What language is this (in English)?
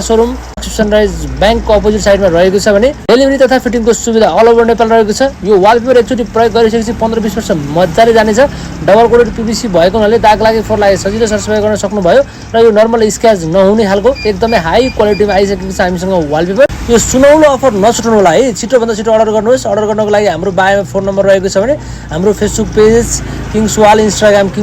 Nepali